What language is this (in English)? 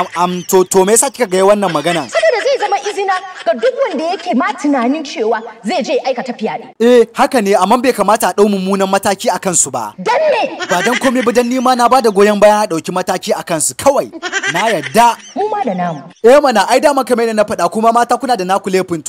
Hausa